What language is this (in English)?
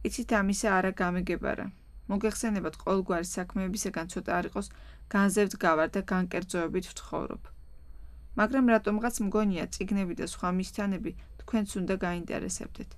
Georgian